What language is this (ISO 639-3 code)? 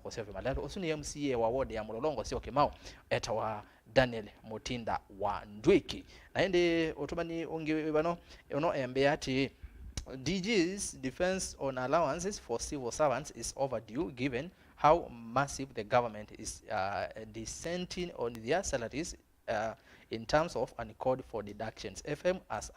kam